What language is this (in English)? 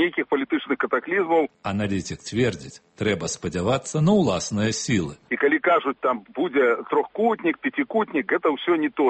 Belarusian